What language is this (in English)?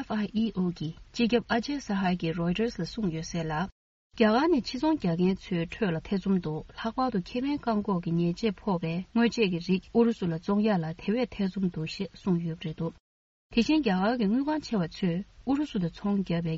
Tibetan